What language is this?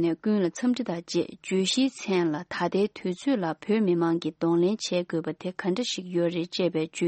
Tibetan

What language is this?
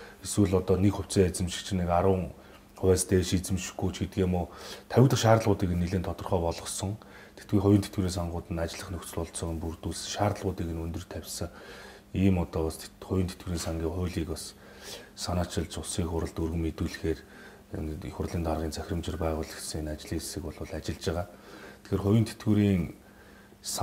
Mongolian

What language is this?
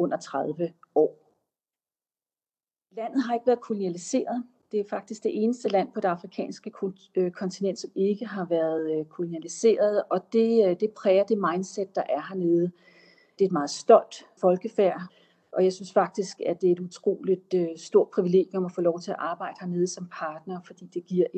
Danish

